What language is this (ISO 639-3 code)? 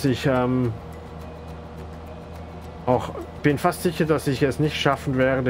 deu